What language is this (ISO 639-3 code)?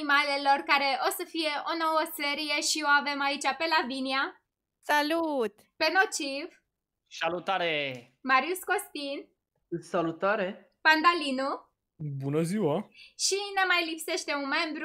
ron